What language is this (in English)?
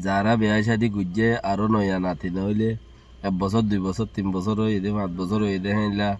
Rohingya